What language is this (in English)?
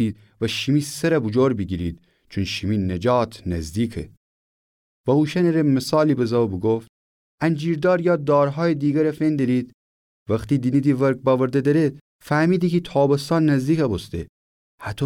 Gilaki